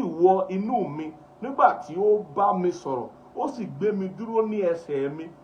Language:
Yoruba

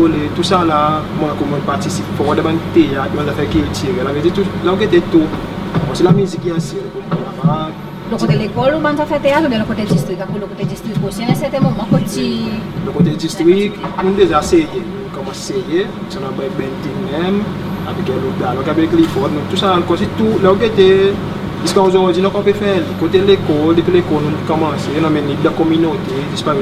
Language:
Seselwa Creole French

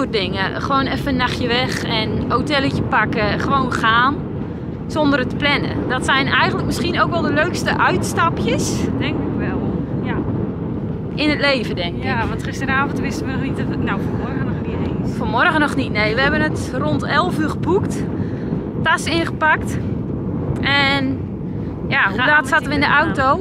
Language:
Dutch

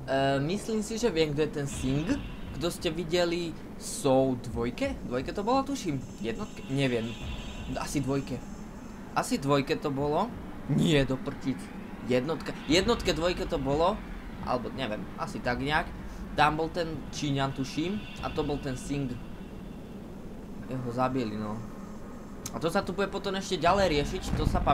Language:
Slovak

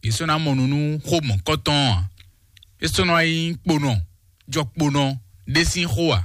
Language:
Fon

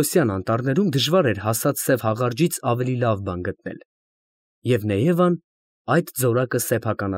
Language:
Armenian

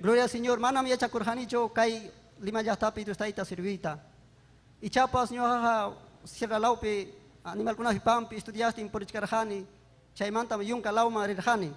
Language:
Ayacucho Quechua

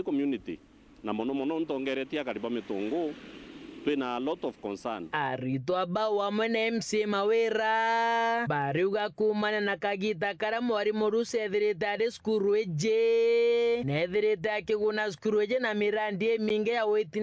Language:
Meru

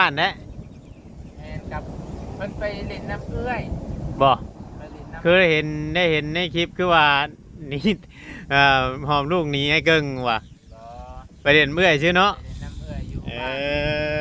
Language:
Northeastern Thai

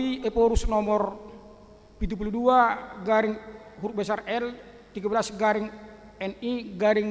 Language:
Batak Toba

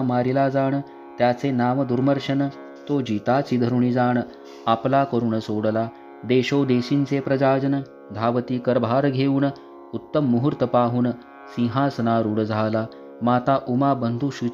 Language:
Marathi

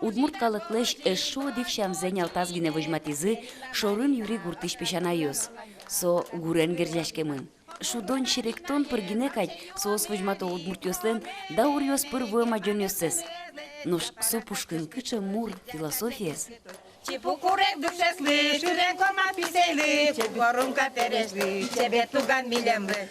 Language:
Udmurt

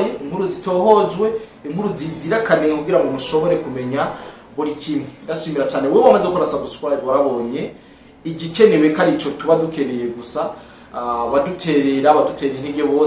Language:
Rundi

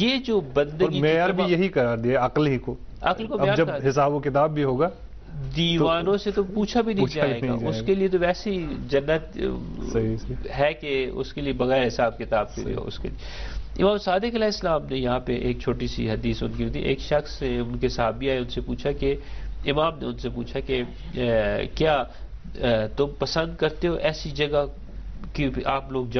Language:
Urdu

